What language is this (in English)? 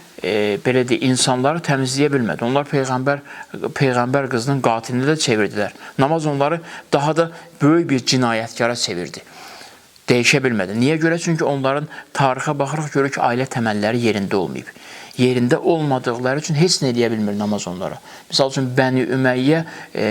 Azerbaijani